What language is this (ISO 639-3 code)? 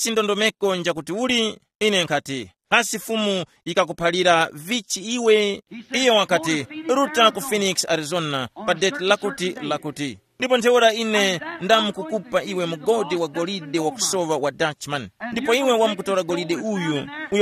tum